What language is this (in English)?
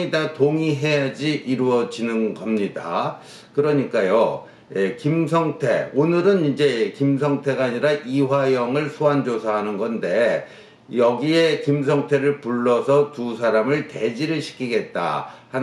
Korean